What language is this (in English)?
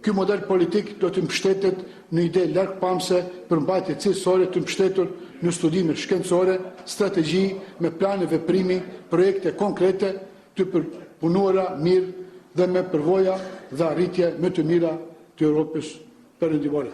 Albanian